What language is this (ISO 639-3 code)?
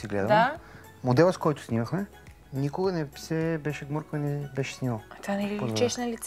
bul